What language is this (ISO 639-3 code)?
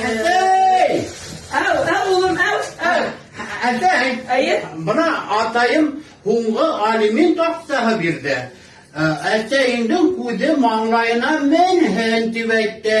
bak